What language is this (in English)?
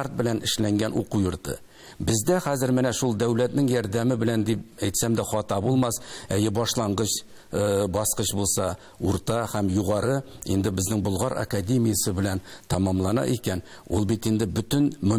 Tatar